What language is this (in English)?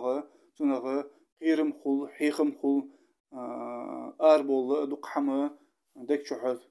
Ingush